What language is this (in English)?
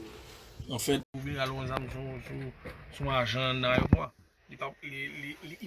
Haitian Creole